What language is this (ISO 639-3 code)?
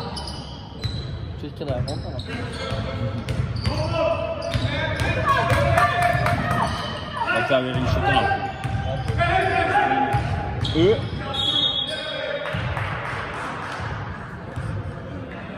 nld